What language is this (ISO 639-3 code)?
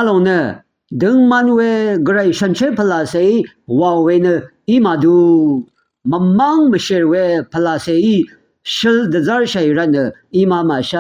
raw